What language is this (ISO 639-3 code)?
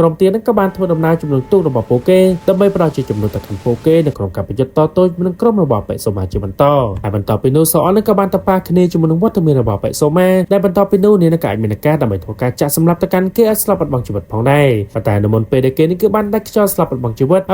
khm